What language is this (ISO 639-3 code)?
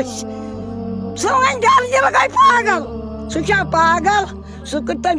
kas